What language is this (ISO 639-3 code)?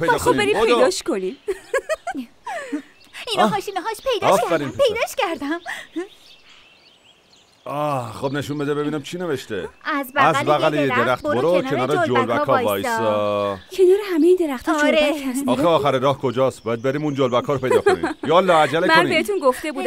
fas